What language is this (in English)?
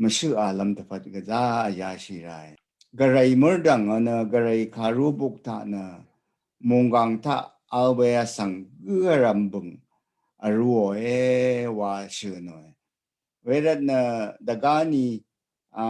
Rawang